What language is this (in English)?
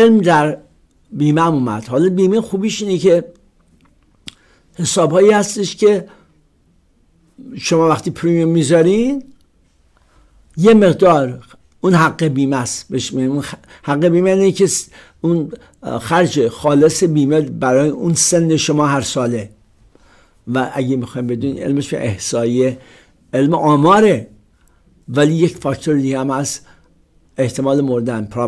Persian